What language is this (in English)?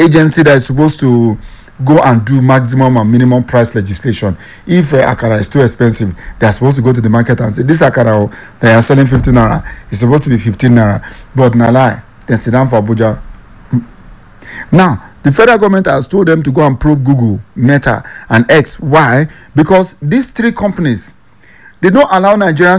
English